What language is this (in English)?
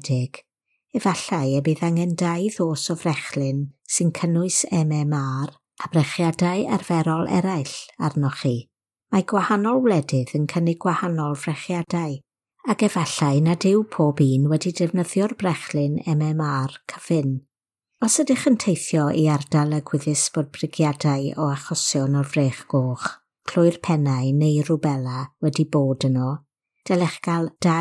Welsh